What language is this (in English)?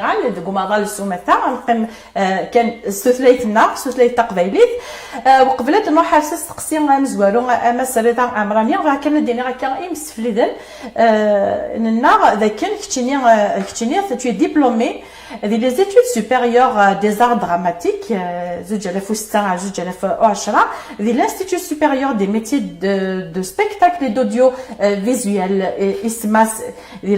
Kabyle